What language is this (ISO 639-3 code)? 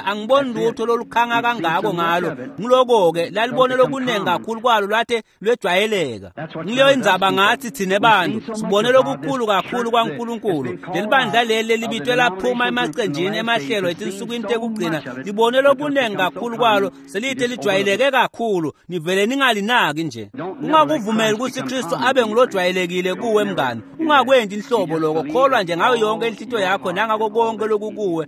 ssw